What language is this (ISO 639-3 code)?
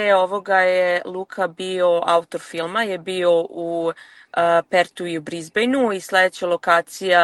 srp